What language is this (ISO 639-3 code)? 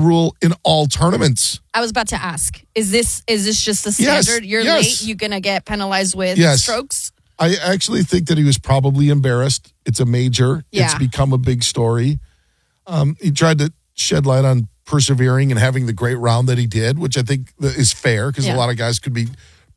eng